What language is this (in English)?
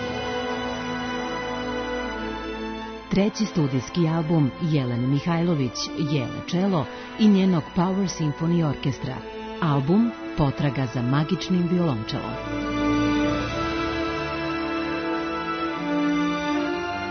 Serbian